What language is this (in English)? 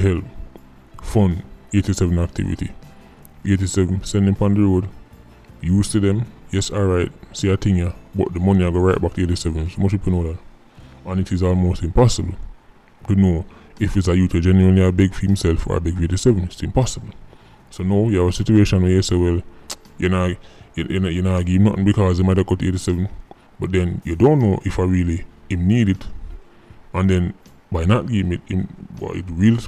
Jamaican Creole English